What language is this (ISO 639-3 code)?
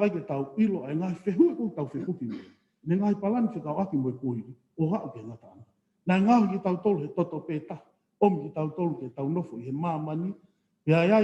ton